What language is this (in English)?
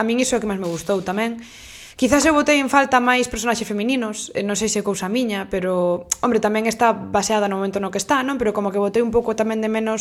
Galician